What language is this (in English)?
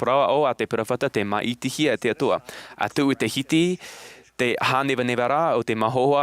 Tahitian